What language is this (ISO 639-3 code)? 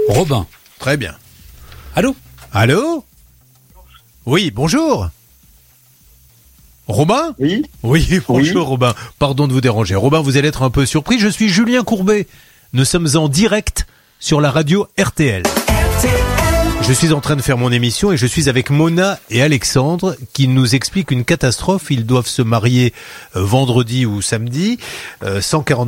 fra